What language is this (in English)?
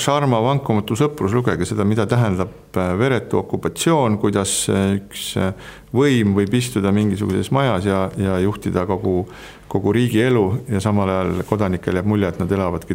Estonian